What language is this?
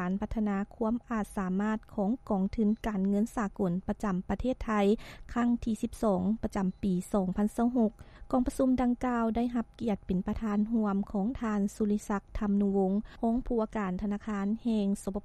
Lao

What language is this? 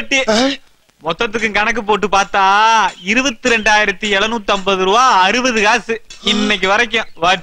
Tamil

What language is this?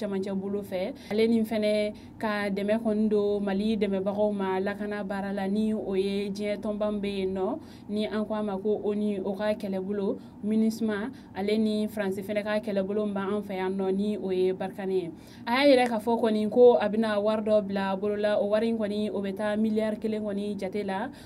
Bambara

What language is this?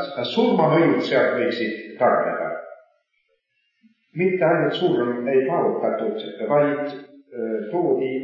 Estonian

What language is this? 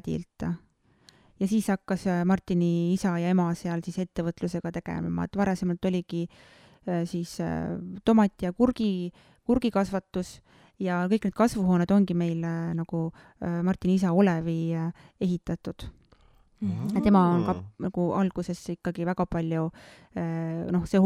Estonian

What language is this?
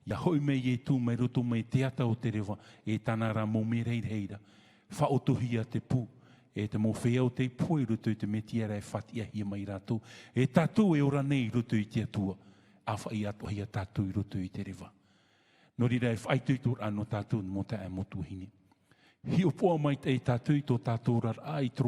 Tahitian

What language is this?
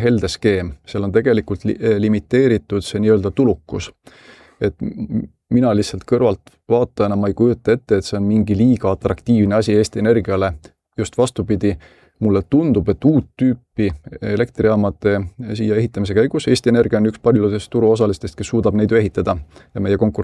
Estonian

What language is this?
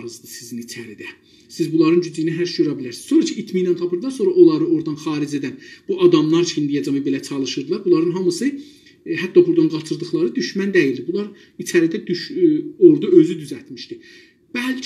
South Azerbaijani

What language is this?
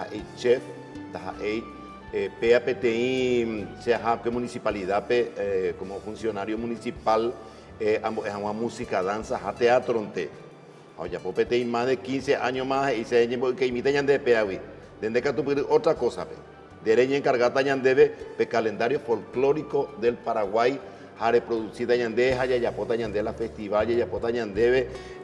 Guarani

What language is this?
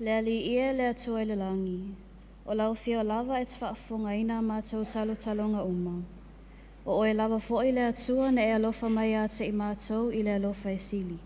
Samoan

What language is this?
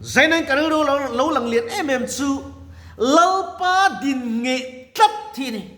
Mizo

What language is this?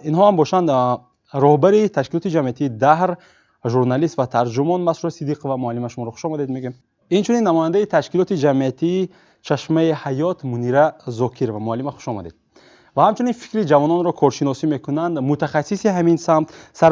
Tajik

